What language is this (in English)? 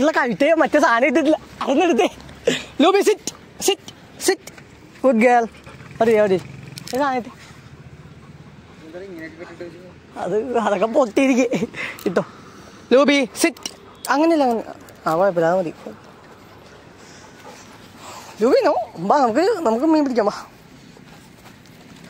Malayalam